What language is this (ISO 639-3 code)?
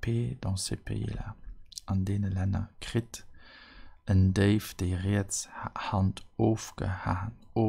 ltz